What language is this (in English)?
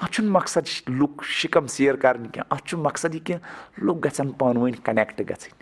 Kashmiri